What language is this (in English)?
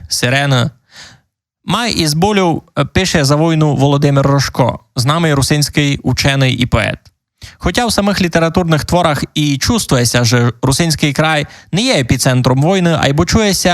Rusyn